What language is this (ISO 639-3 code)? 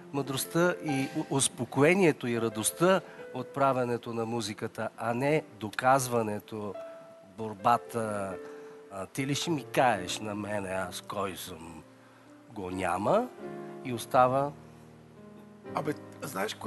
bul